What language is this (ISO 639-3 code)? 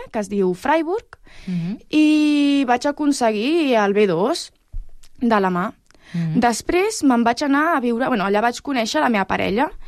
cat